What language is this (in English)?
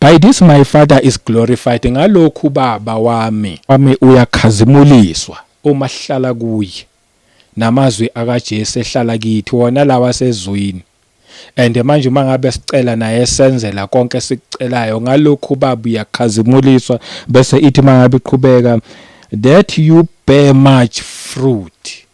Zulu